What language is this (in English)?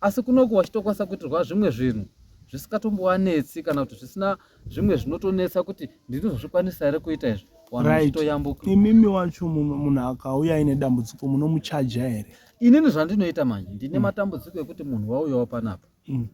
Shona